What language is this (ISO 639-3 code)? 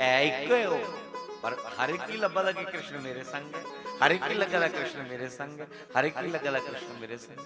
doi